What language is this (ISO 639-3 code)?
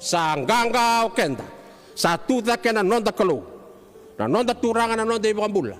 fij